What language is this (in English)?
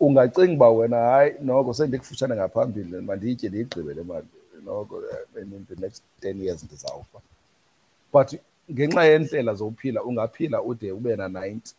Xhosa